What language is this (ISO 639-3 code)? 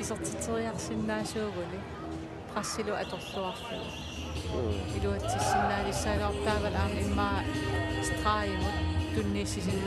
kal